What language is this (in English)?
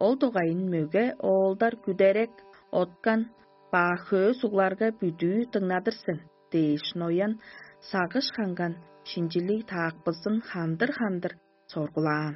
Tuvinian